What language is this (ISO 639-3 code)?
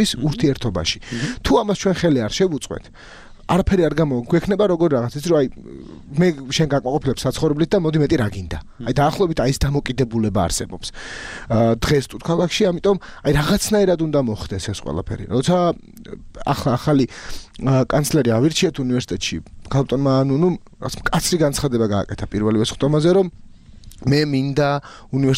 kat